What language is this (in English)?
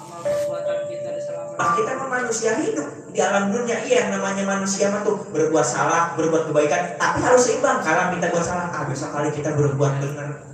Betawi